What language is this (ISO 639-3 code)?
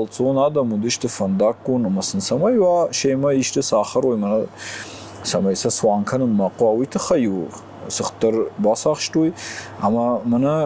oss